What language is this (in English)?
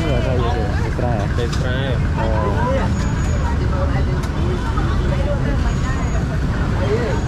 Vietnamese